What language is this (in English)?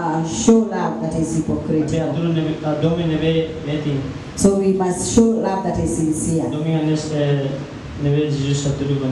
Tetum